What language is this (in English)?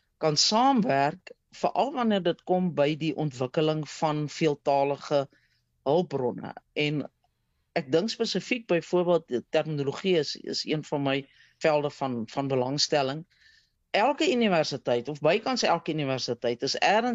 Afrikaans